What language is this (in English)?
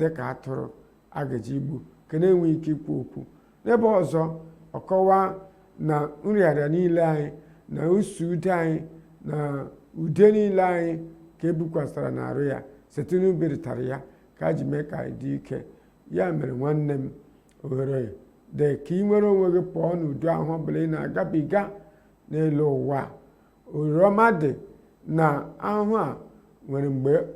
Igbo